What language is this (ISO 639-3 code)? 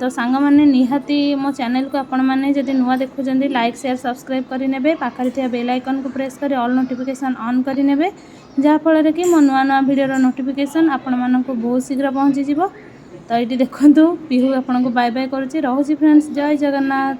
ori